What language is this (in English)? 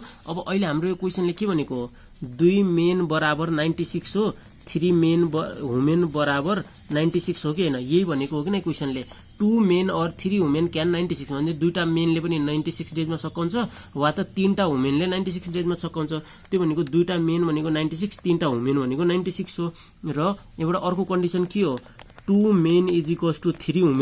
Nepali